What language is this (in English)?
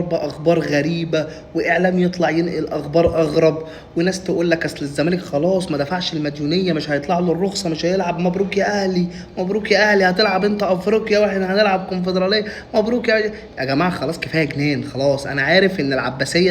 Egyptian Arabic